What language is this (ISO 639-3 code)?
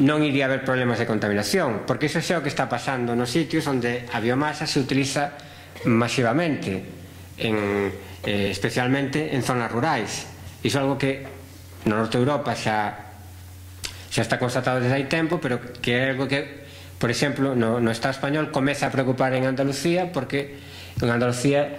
glg